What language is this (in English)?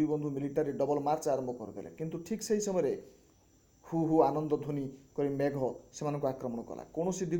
Odia